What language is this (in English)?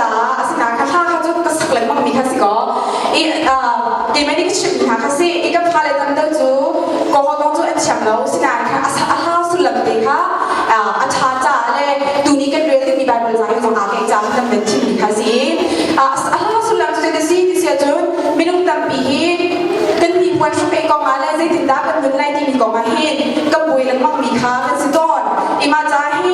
Hakha Chin